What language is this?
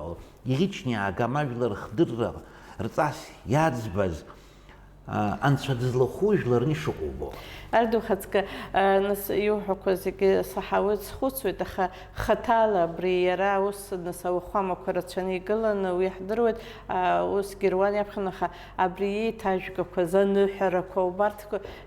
Abkhazian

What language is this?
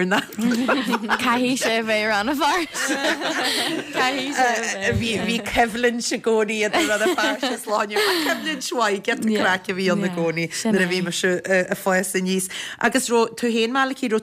Irish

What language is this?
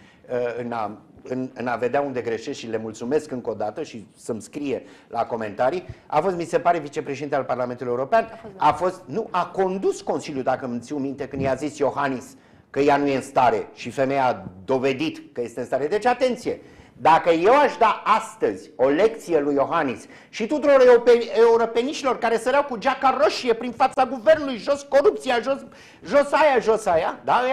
Romanian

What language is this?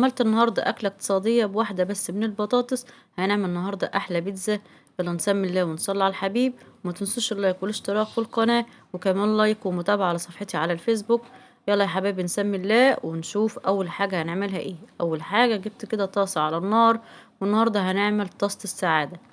Egyptian Arabic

